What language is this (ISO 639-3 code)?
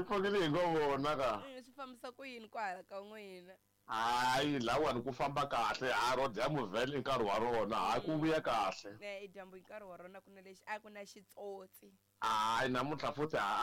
tso